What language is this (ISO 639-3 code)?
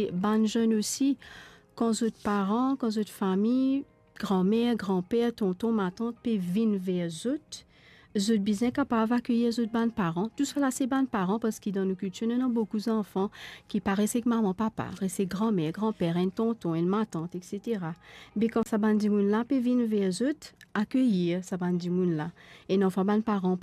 mfe